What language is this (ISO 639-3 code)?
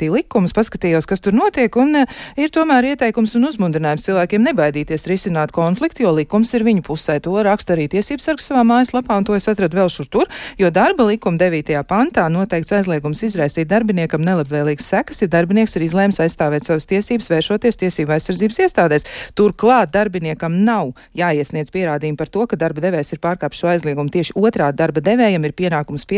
lav